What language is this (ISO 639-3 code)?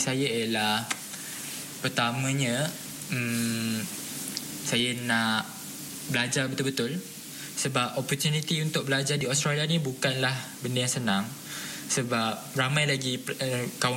msa